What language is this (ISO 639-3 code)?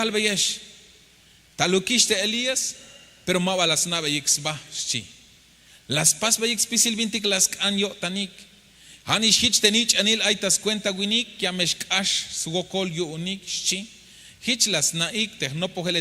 tzh